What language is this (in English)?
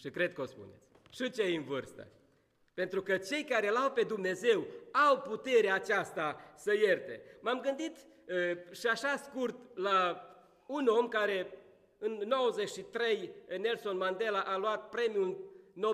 Romanian